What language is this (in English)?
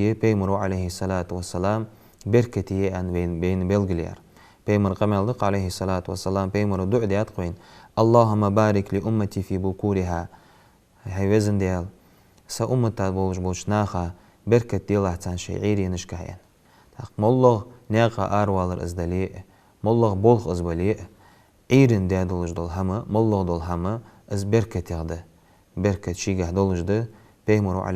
Ingush